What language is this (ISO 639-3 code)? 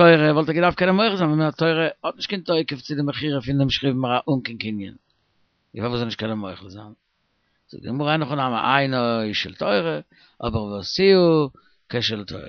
yid